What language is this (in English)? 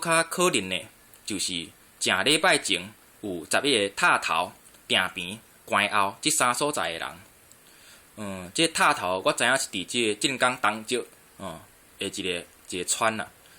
Min Nan Chinese